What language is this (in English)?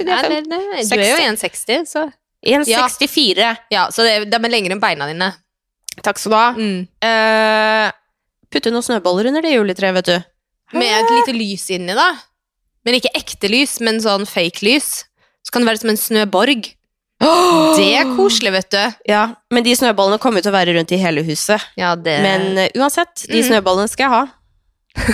Norwegian